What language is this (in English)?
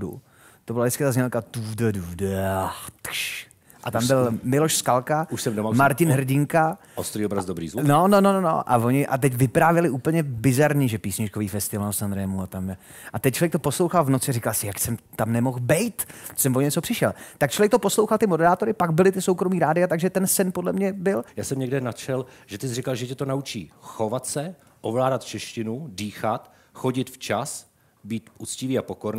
Czech